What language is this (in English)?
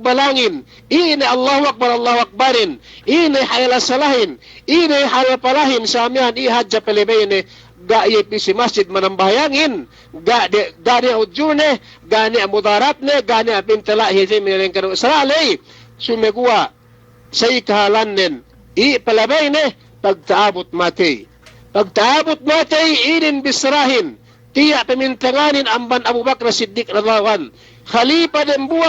Yakan